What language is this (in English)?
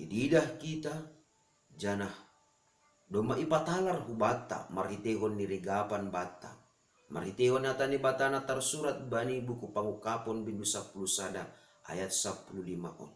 Batak Simalungun